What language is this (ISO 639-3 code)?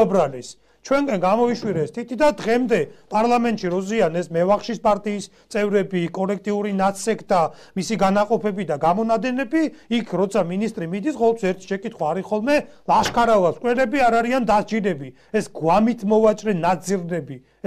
kat